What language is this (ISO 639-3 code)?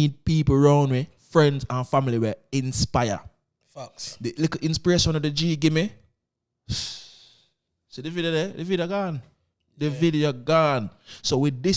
jam